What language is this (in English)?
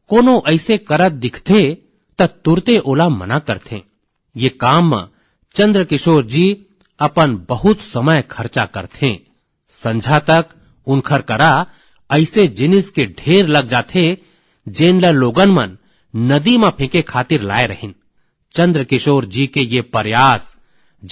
Chhattisgarhi